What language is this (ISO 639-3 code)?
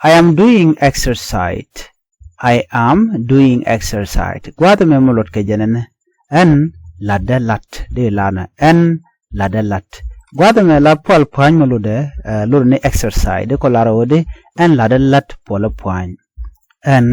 nus